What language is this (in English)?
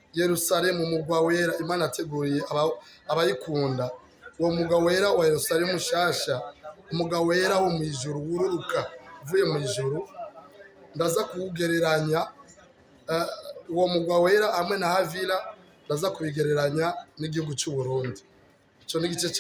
Rundi